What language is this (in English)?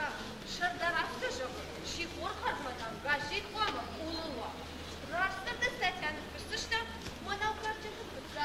Ossetic